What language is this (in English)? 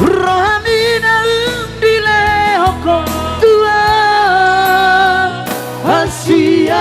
Batak Toba